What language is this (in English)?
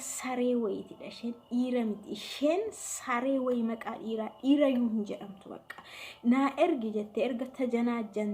Oromo